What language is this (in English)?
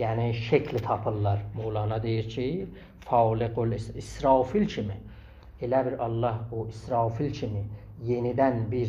South Azerbaijani